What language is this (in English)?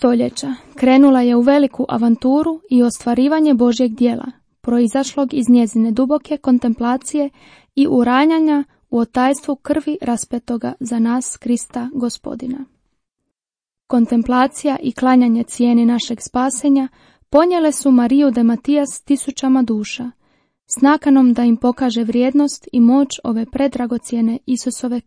Croatian